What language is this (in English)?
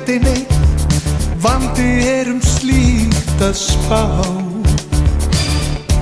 Icelandic